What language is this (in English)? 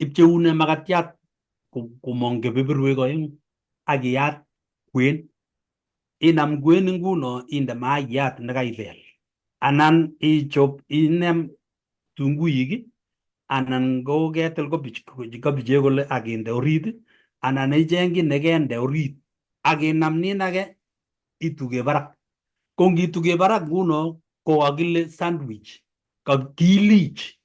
Kalenjin